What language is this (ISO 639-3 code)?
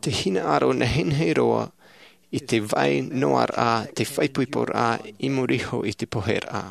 tah